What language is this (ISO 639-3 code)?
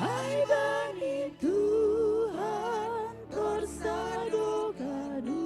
bts